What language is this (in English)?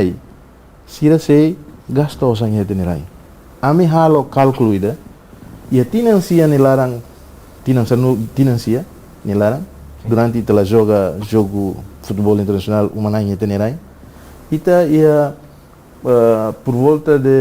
Tetum